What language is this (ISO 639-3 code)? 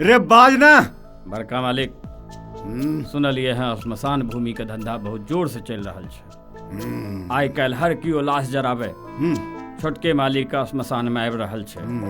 mai